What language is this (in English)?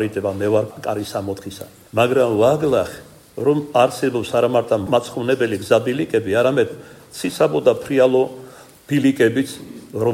Georgian